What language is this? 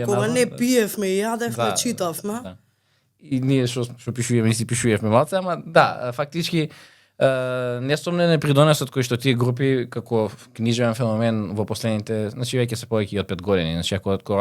Macedonian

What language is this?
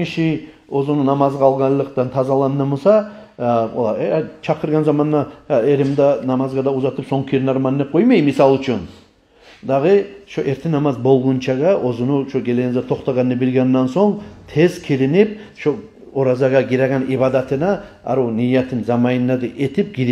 Kumyk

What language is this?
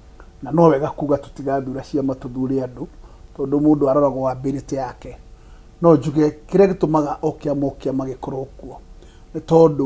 Kikuyu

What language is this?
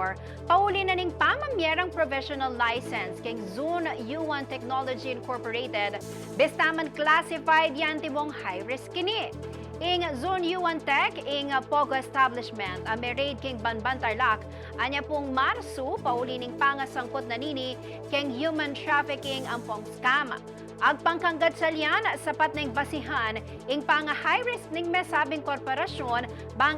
Pampanga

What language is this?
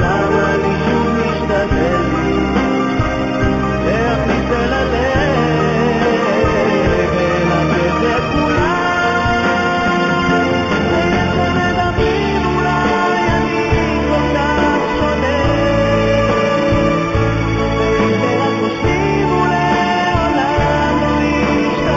Hebrew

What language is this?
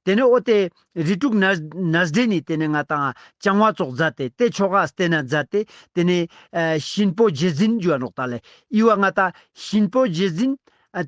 Ladakhi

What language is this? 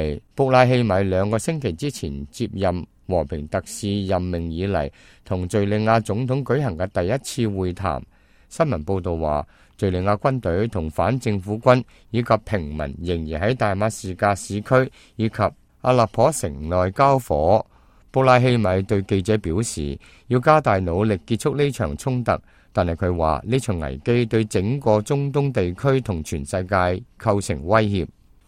Cantonese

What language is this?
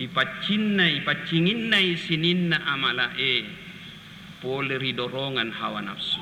Buginese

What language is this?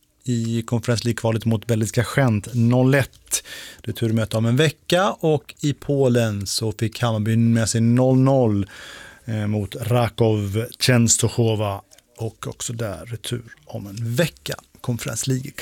Swedish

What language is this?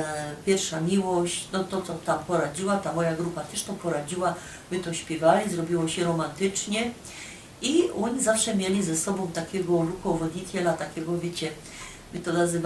Silesian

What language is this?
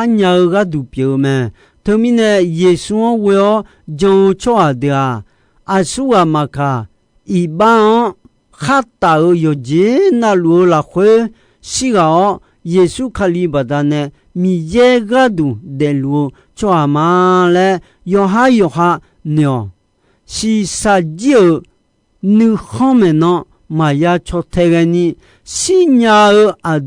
Akha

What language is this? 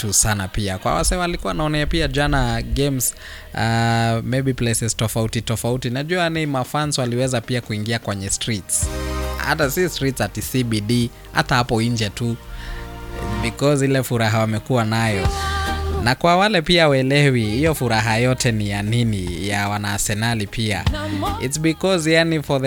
Swahili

